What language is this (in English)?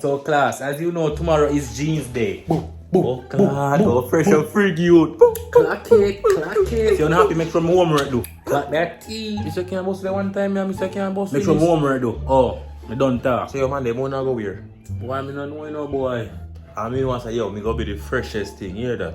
Jamaican Creole English